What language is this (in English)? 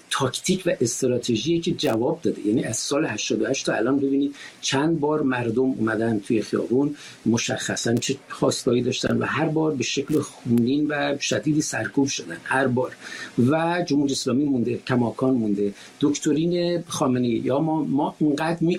Persian